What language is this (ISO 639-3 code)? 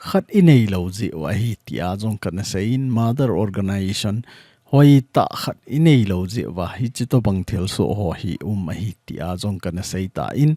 tcz